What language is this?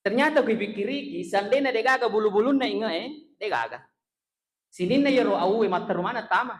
Buginese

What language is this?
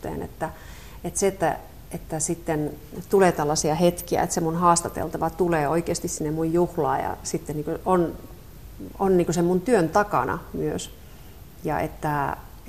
Finnish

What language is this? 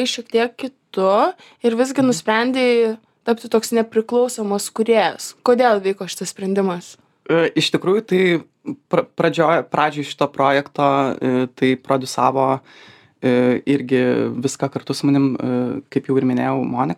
Lithuanian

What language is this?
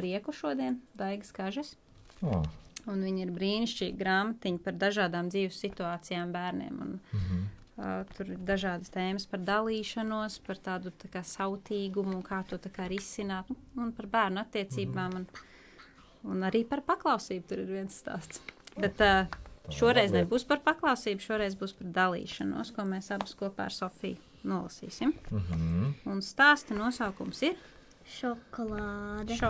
Latvian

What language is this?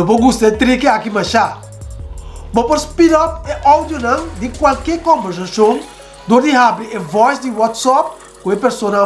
Papiamento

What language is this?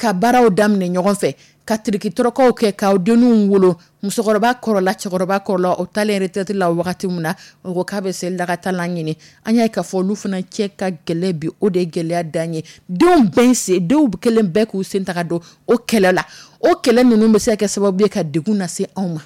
Dyula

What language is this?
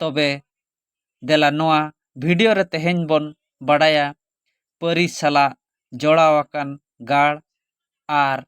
Santali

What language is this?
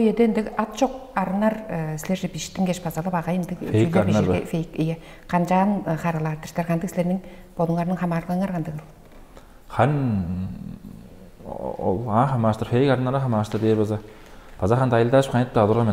Tuvinian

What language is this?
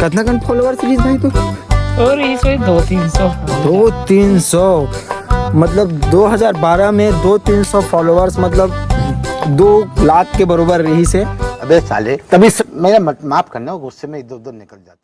Chhattisgarhi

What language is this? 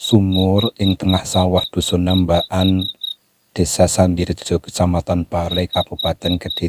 Javanese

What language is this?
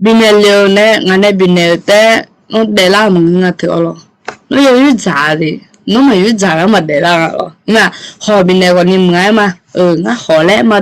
Akha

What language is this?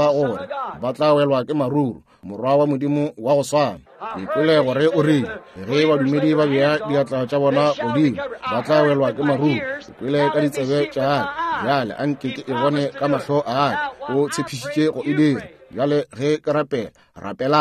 Northern Sotho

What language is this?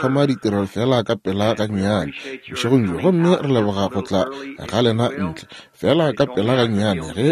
Northern Sotho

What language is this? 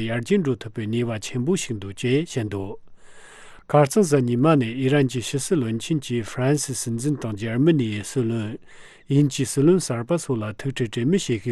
Tibetan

